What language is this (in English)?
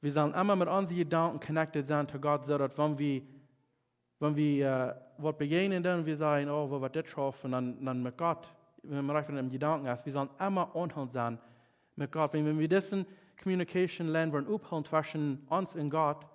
Plautdietsch